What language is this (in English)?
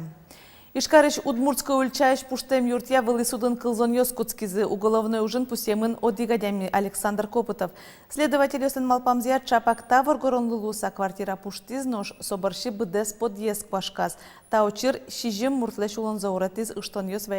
Udmurt